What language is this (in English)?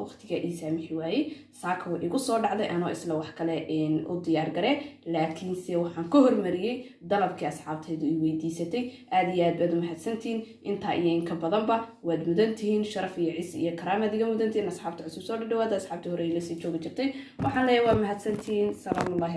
Somali